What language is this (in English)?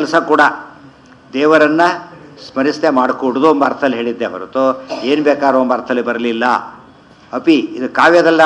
Kannada